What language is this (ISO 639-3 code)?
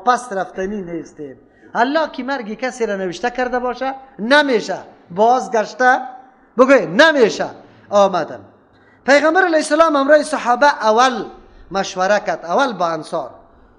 fas